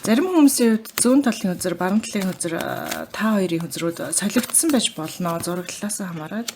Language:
Mongolian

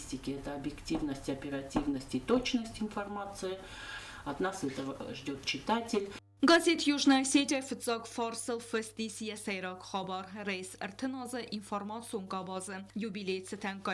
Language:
Ossetic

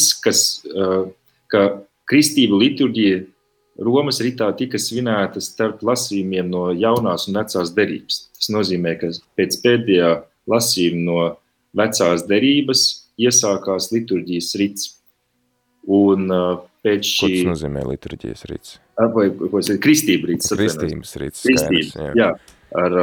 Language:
Latvian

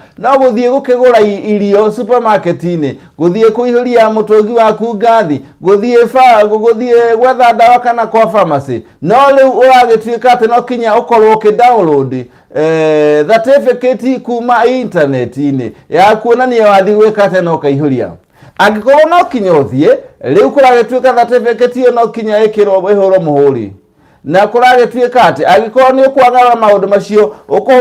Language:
Kikuyu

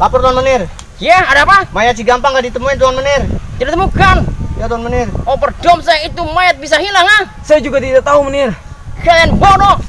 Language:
Betawi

